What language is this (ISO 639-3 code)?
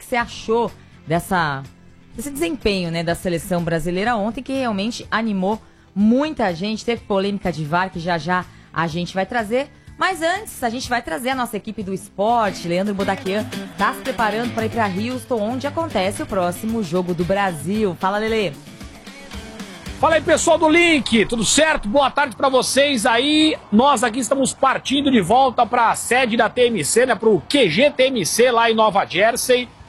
por